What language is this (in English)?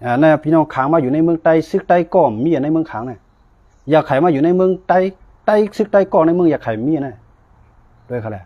Shan